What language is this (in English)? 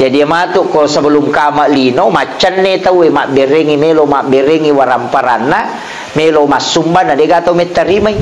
Buginese